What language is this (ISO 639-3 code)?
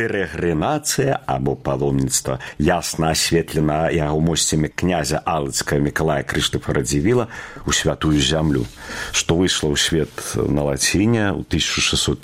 bel